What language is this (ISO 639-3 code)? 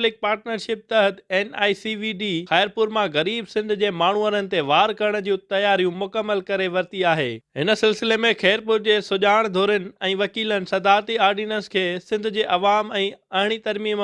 snd